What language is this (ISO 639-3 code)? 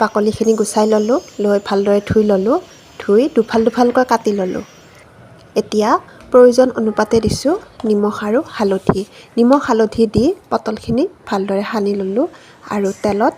asm